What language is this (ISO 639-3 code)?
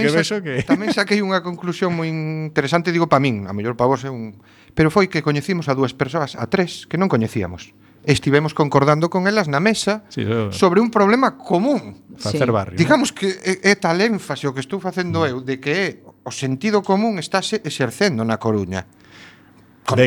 glg